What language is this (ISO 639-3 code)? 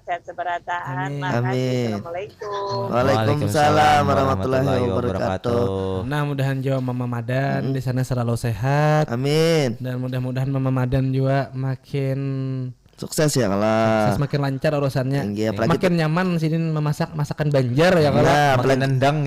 bjn